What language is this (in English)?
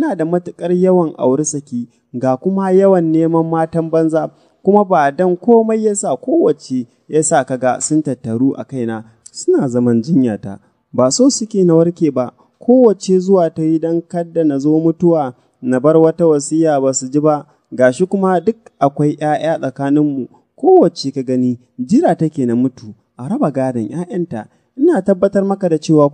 Hausa